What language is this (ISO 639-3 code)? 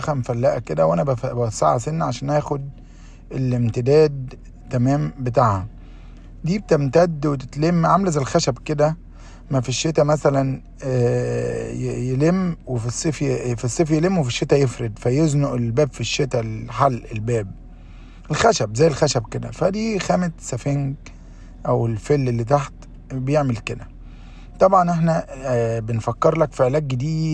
arz